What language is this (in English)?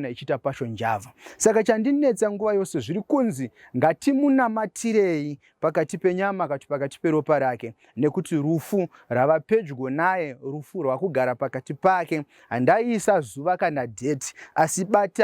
Shona